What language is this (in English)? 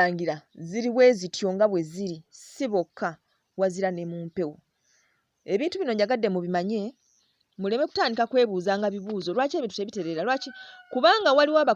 Ganda